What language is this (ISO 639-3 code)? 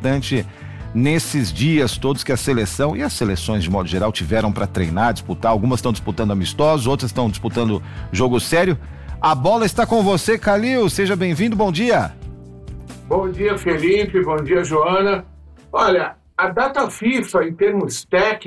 por